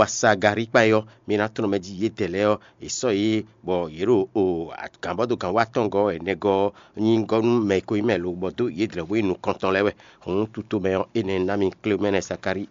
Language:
Fon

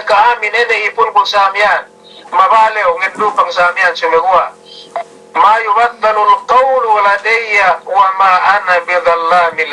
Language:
Yakan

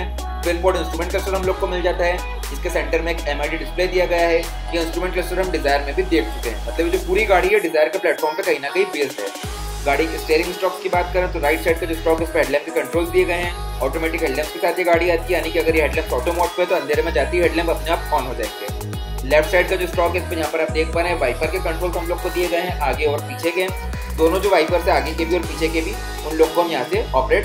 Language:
Hindi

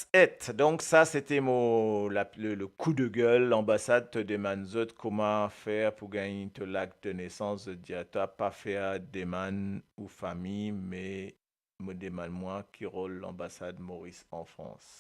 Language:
Morisyen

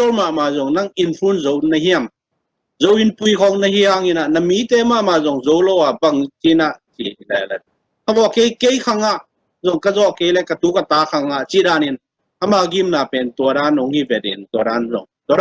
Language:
Tedim Chin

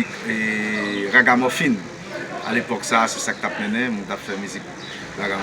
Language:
Haitian Creole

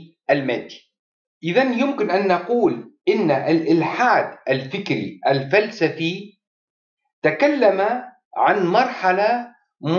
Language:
Arabic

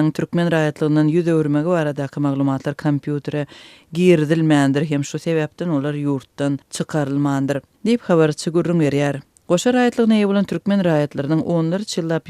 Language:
Turkmen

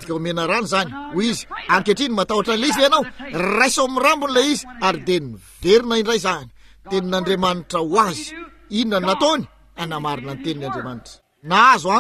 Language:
Malagasy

